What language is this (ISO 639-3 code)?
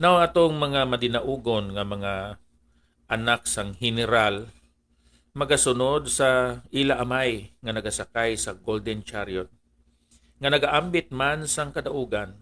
hil